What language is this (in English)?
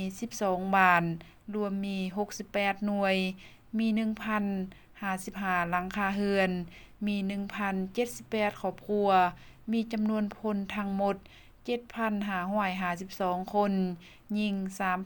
Lao